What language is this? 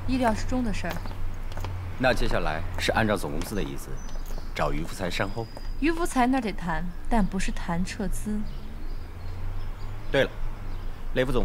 Chinese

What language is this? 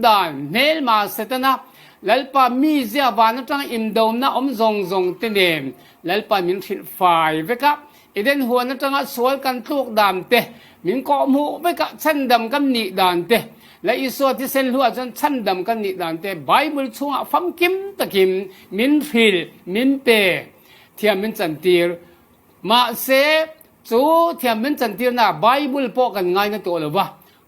Falam Chin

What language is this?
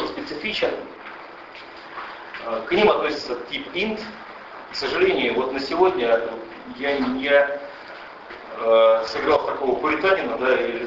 Russian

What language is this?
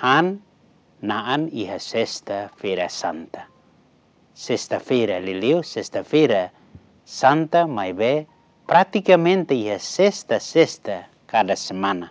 Tetum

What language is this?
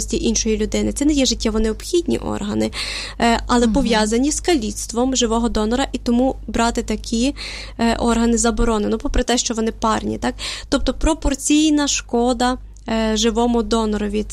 Ukrainian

